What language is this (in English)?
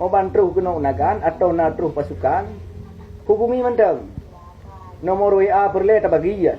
Achinese